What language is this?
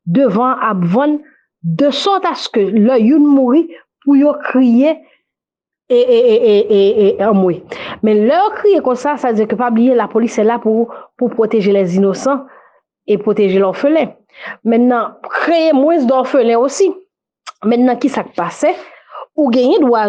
Haitian Creole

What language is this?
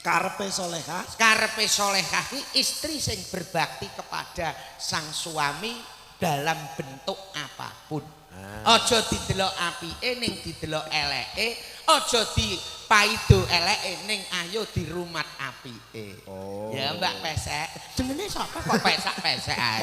Javanese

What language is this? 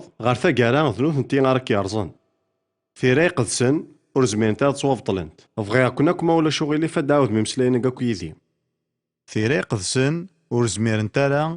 Kabyle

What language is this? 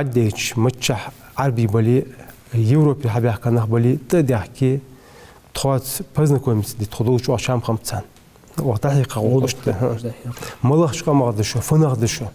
Ingush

